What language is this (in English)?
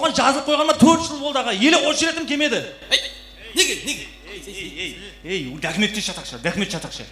Kara-Kalpak